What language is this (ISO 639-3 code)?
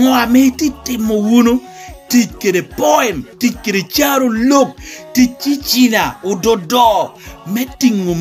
laj